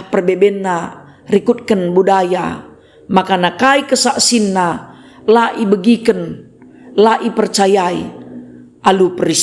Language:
Batak Karo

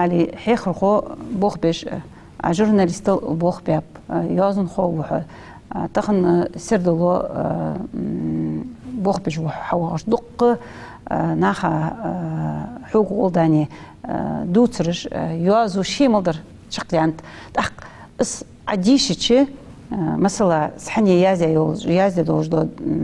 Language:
Ingush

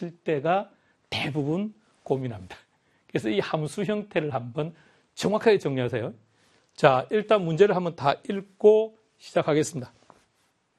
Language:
Korean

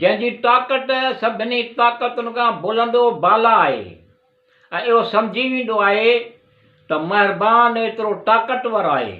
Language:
Sindhi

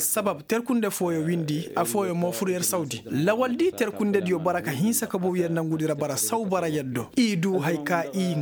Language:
Koyraboro Senni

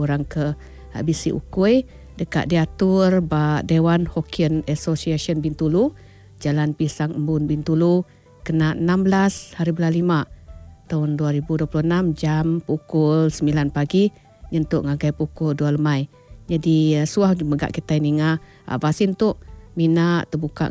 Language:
Iban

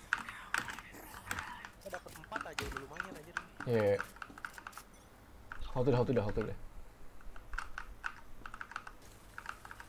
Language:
Indonesian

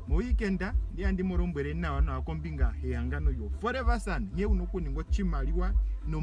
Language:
Ndonga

